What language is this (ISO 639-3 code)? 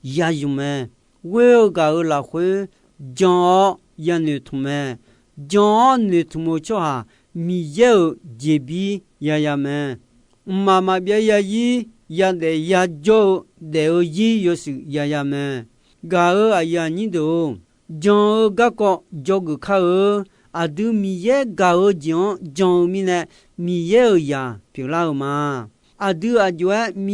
ahk